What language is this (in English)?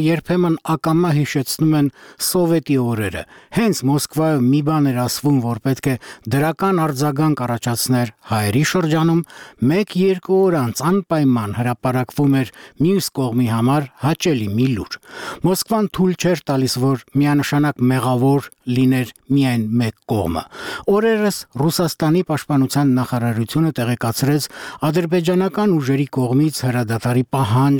Armenian